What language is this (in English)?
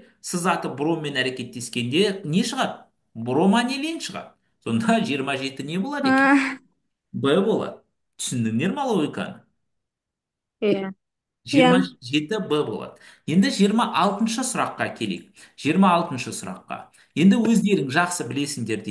Kazakh